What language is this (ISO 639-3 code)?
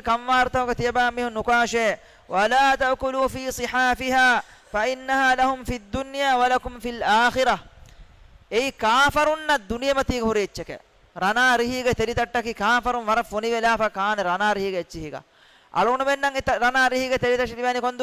div